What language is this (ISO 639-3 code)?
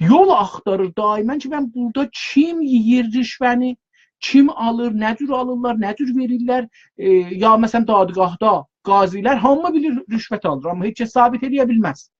azb